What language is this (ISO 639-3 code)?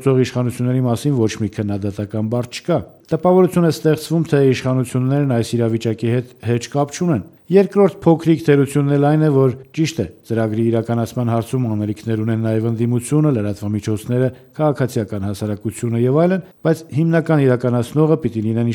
hye